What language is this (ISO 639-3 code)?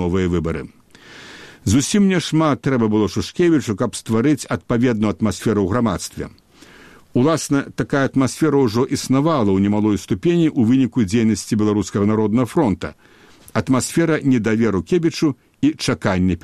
bel